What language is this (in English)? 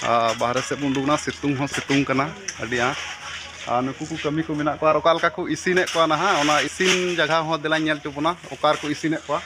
Santali